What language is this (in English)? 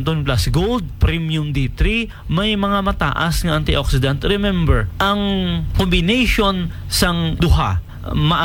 Hiligaynon